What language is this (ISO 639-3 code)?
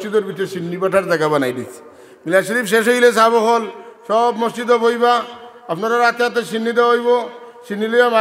syl